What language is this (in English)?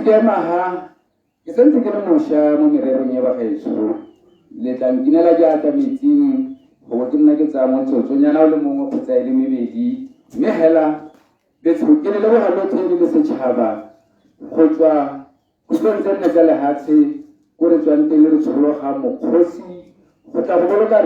Tswana